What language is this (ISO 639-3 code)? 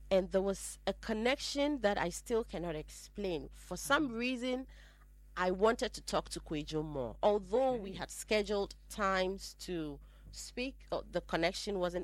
eng